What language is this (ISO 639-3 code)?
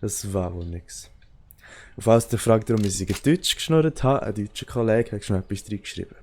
gsw